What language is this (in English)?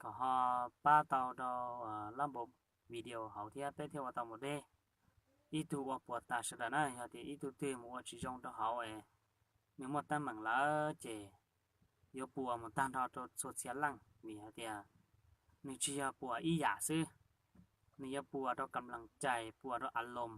Hmong